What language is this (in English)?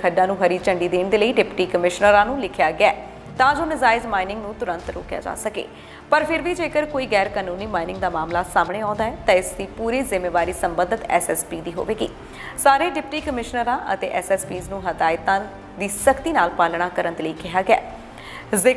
Punjabi